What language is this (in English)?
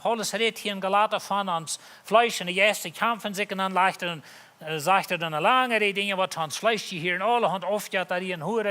Plautdietsch